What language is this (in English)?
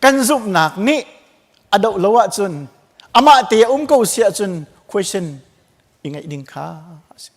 Hakha Chin